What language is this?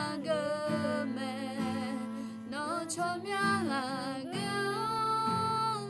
Akha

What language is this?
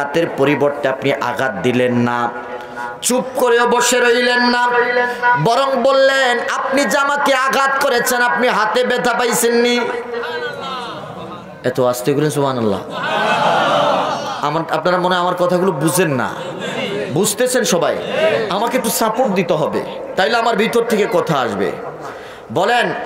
Bangla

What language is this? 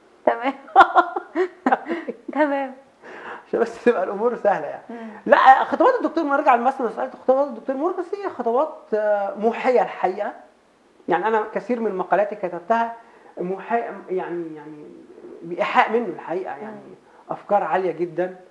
Egyptian Arabic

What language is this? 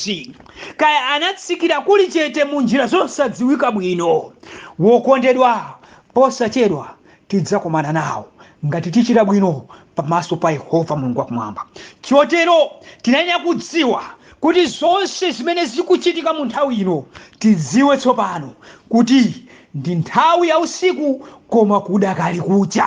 Nyanja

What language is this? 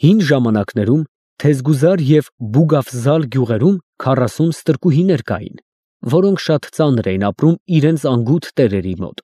Armenian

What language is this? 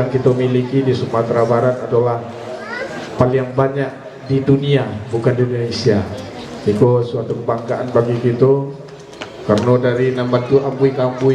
Minangkabau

